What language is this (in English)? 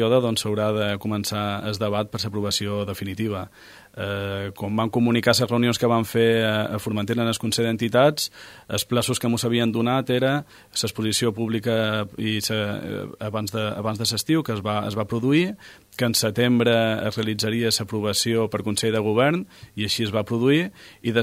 Catalan